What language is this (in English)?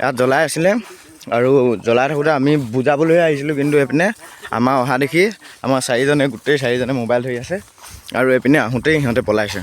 Assamese